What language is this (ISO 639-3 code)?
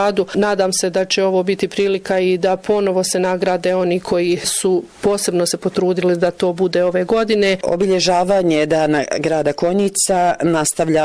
bos